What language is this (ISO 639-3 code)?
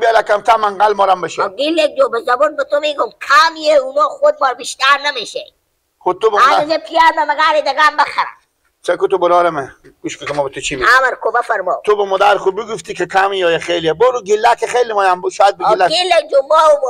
fas